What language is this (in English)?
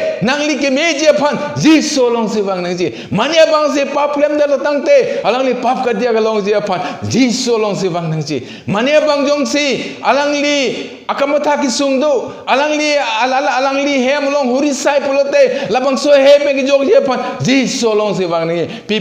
Karbi